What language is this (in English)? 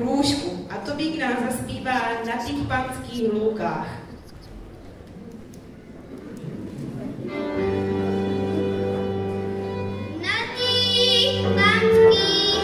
Czech